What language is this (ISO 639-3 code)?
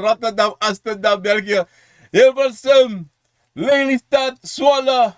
srn